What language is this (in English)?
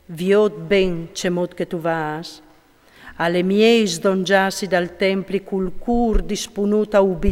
Friulian